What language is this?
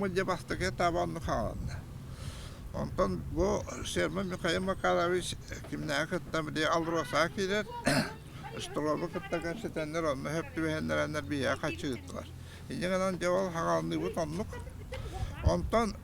Yakut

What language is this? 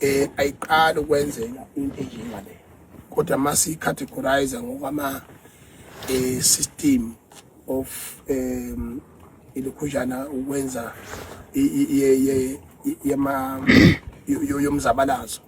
Zulu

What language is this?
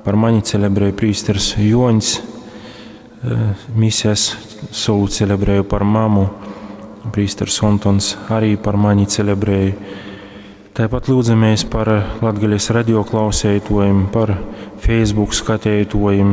Latgalian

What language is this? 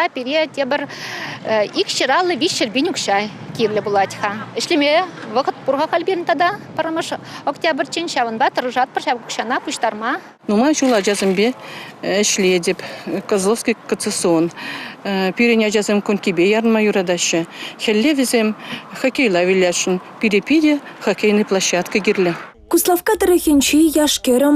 Chuvash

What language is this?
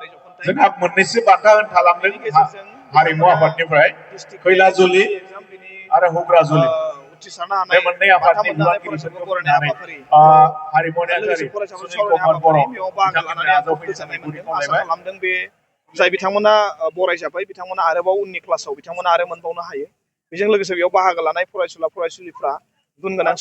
Bodo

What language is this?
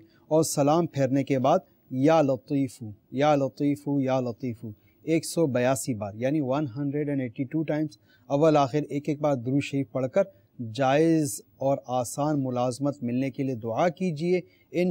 Urdu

